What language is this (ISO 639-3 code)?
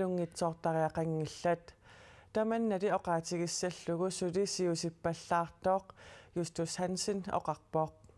kal